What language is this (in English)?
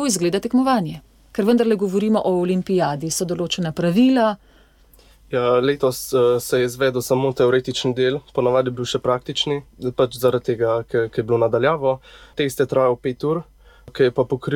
Slovenian